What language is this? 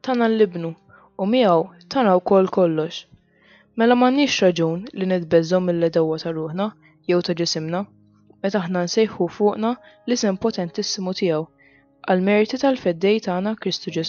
Maltese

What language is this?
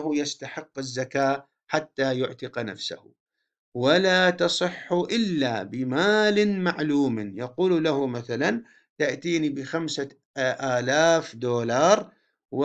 Arabic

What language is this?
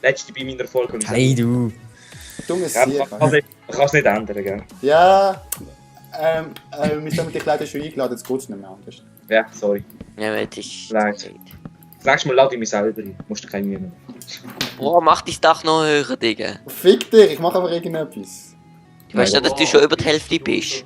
Swiss German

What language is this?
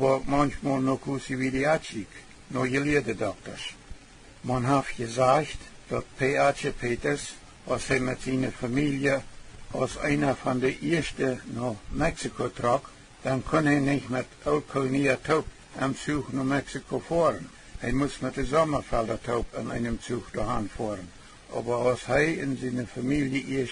Plautdietsch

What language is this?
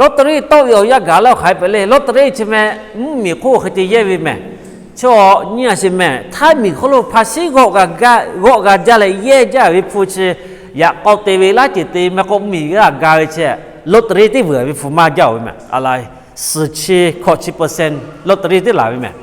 Lahu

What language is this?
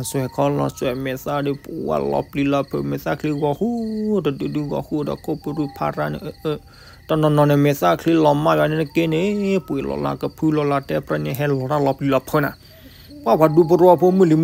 S'gaw Karen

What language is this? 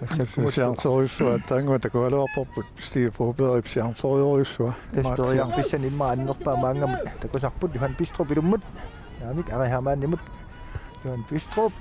Kalaallisut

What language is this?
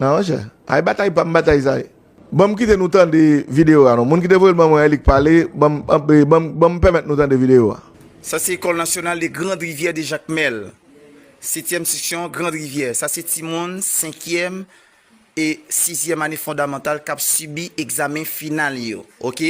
Haitian Creole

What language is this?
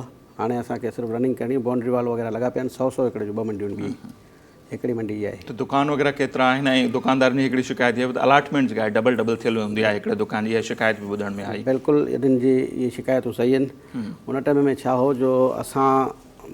Sindhi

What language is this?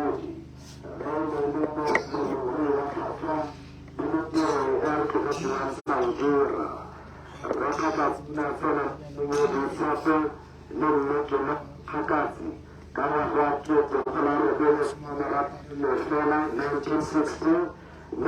Tswana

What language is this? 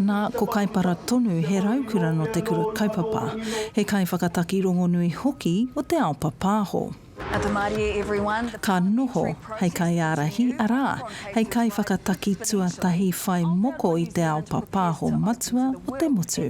Māori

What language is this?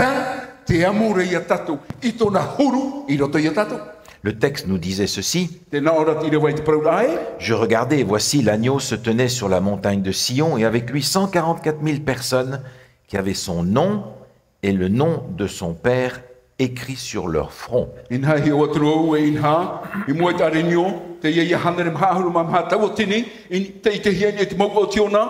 Tahitian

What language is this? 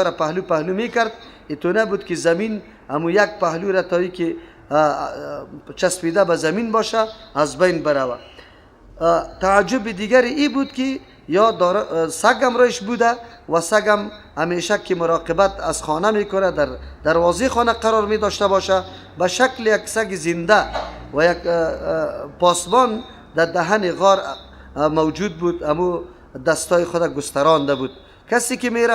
Persian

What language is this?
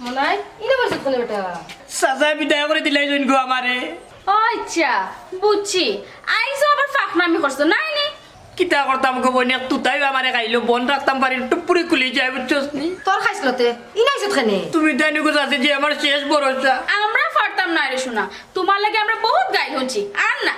Sylheti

